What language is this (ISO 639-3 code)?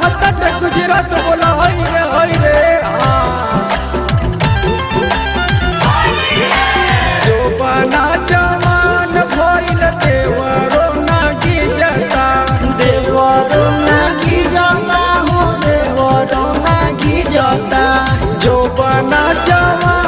bho